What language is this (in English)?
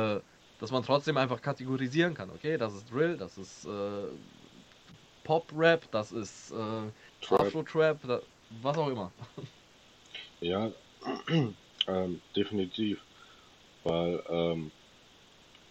German